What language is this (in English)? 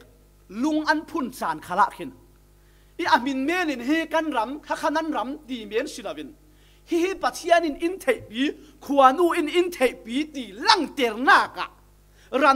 Falam Chin